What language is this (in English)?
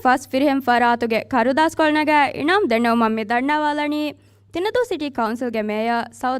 Divehi